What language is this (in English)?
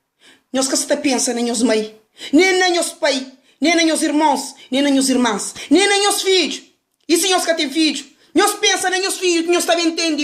Kabuverdianu